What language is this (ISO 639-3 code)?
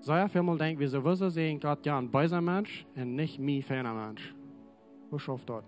pdt